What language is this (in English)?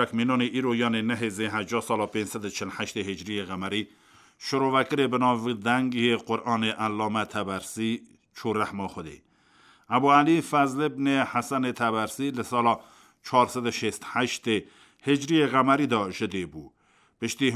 Kurdish